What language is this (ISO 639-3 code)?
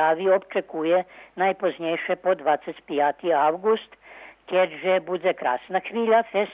rue